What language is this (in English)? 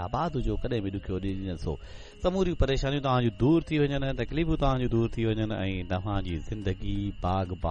Sindhi